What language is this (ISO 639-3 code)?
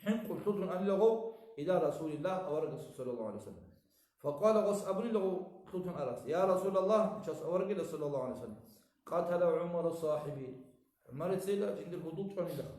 ava